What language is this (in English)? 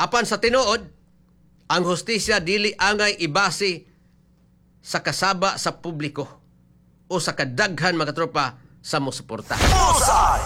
Cebuano